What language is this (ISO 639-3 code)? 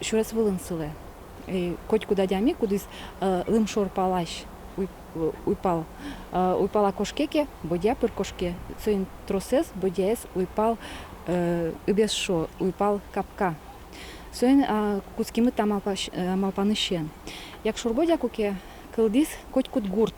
udm